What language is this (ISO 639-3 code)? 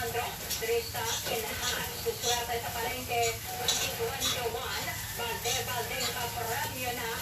hil